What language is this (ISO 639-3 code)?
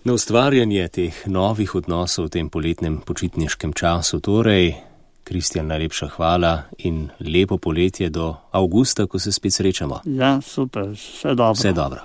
slv